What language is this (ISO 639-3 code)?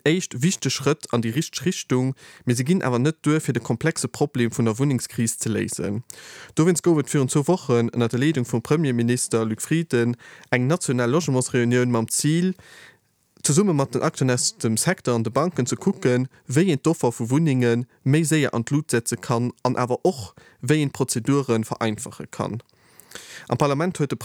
ltz